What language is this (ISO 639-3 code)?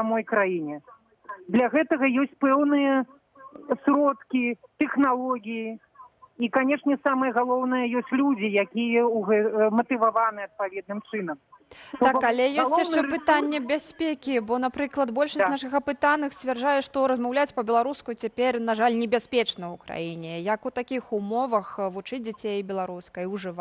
bel